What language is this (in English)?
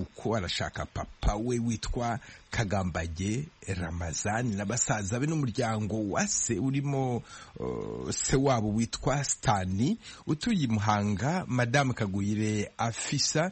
Kinyarwanda